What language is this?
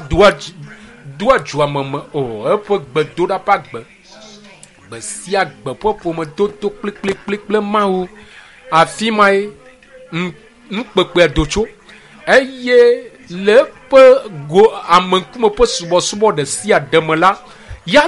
Ewe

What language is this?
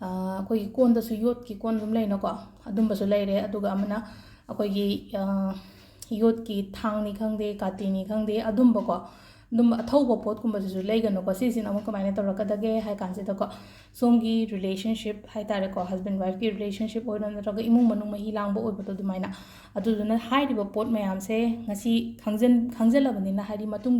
Manipuri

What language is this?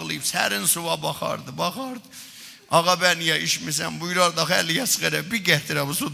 South Azerbaijani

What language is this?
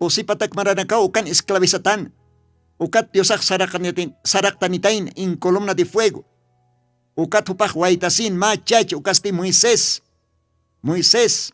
Aymara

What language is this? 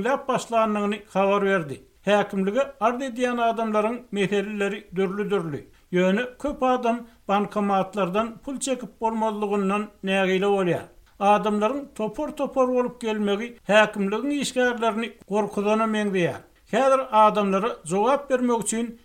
Turkmen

